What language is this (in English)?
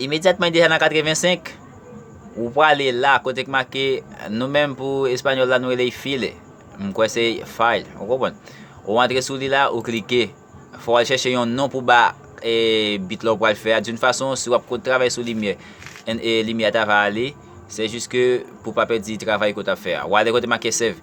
Haitian Creole